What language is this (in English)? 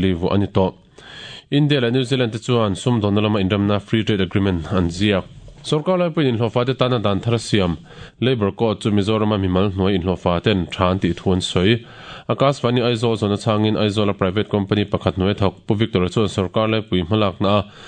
Mizo